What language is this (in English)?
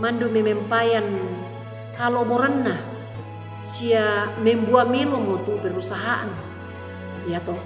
Toraja-Sa'dan